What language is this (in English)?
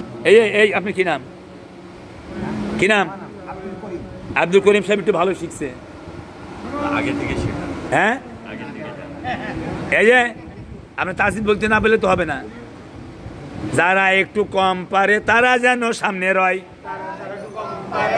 Bangla